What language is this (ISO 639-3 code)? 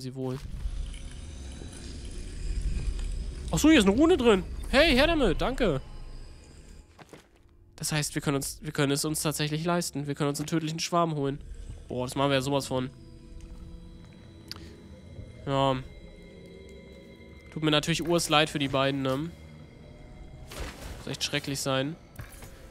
deu